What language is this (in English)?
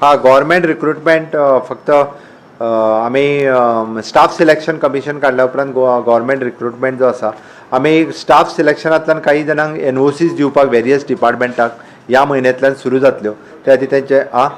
Konkani